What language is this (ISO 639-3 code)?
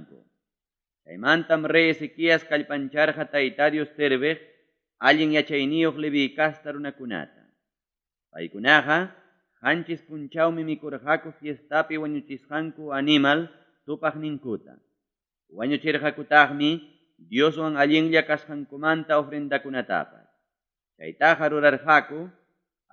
quy